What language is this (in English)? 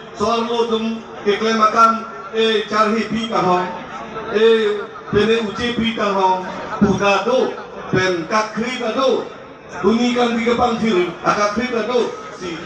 Karbi